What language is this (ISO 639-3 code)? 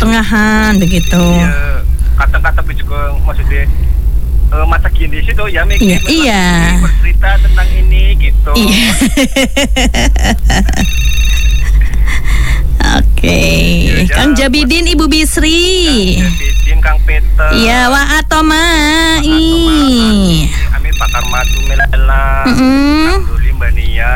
ind